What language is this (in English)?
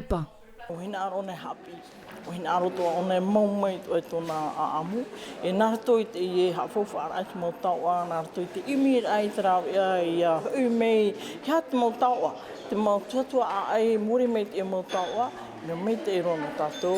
Tahitian